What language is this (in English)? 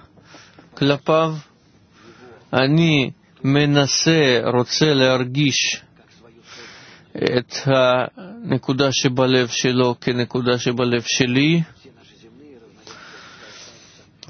Hebrew